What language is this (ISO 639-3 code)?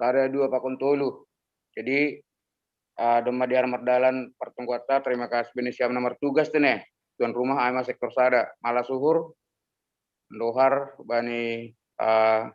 bts